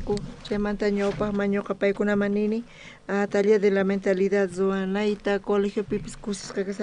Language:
South Bolivian Quechua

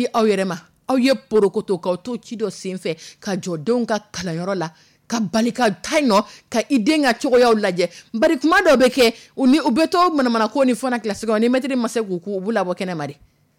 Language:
Dyula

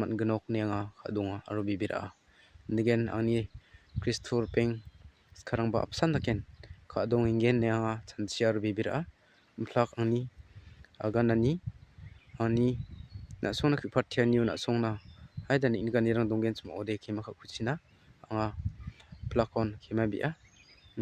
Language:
Garo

